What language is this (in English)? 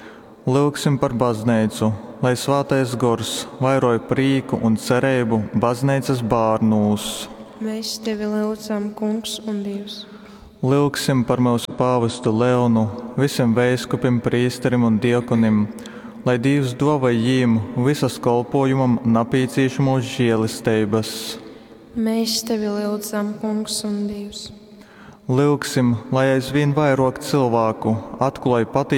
Latgalian